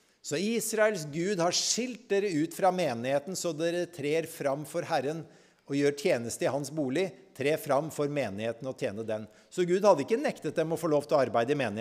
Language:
Norwegian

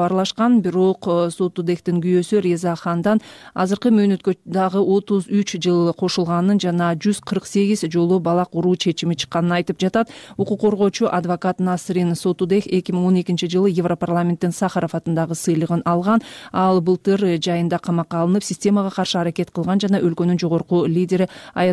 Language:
Kyrgyz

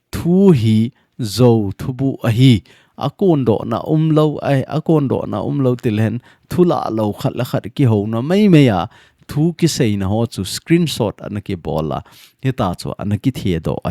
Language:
Thado Chin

